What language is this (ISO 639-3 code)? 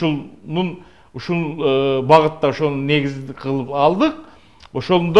kir